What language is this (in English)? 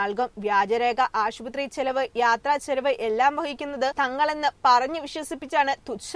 Malayalam